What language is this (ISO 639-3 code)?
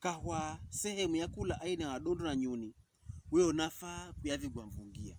pkb